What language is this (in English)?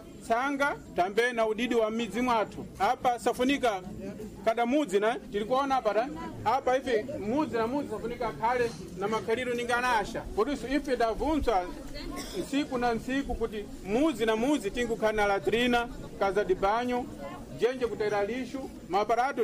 Sena